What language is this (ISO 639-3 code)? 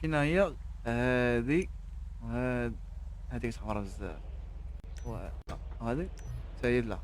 ary